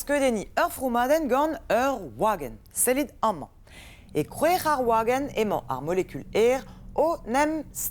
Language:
Breton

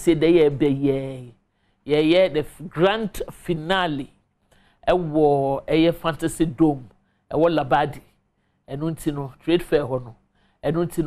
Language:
Akan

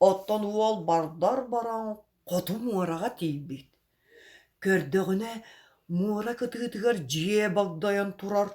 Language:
Yakut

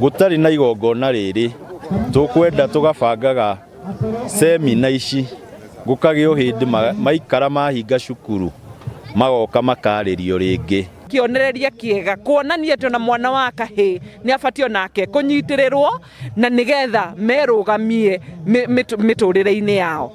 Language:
Kikuyu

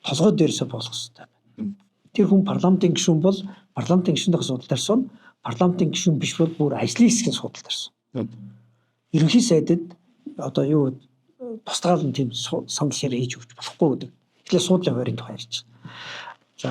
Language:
Mongolian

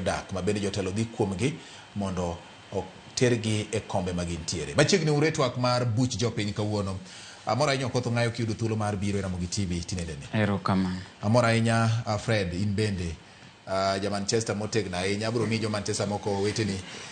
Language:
Luo (Kenya and Tanzania)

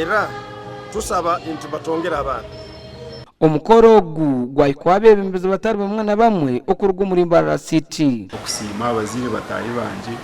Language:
Nyankole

